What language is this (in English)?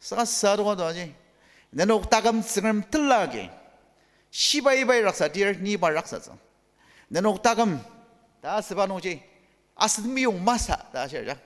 Ao Naga